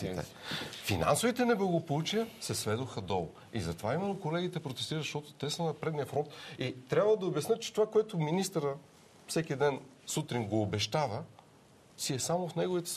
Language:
Bulgarian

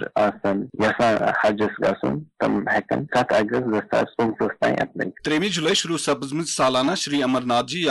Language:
Kashmiri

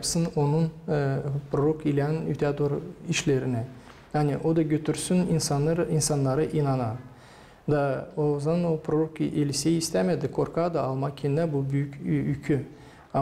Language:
Gagauz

